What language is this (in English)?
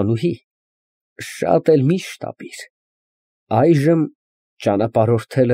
Armenian